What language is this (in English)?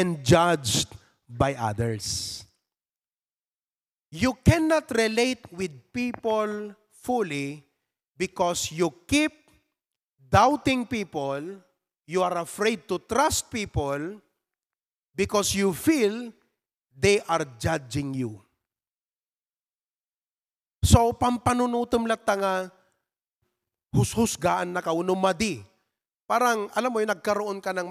Filipino